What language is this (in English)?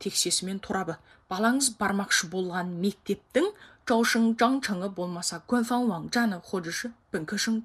Kazakh